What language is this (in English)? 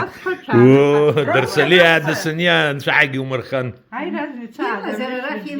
Abkhazian